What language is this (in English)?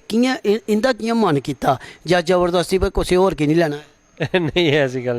Dogri